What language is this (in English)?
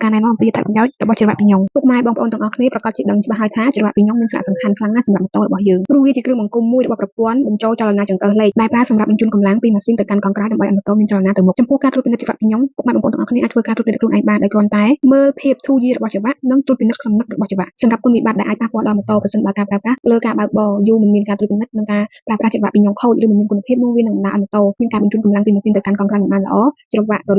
Khmer